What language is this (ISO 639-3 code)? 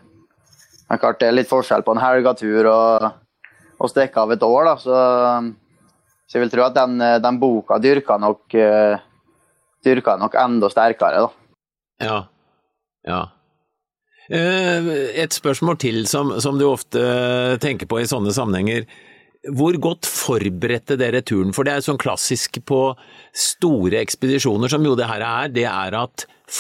nor